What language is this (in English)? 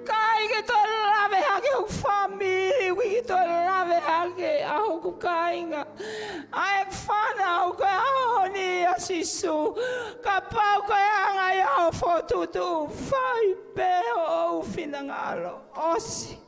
Tongan